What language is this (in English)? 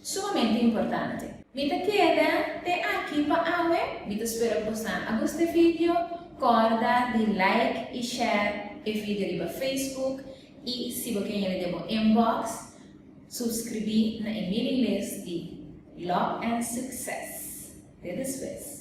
Papiamento